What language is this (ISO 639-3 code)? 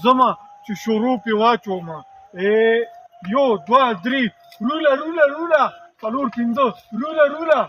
pus